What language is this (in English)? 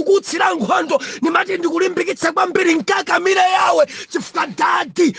Nyanja